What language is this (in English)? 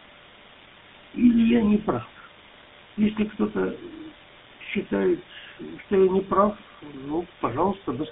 Russian